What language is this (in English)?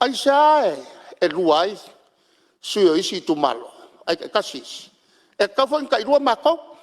Samoan